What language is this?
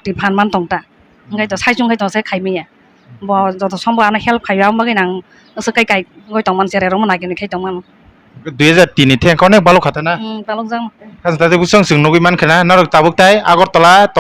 Kok Borok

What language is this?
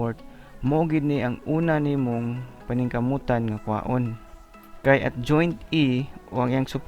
Cebuano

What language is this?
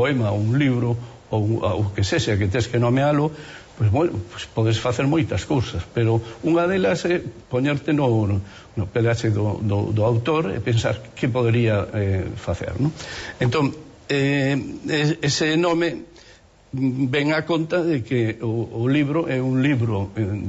Galician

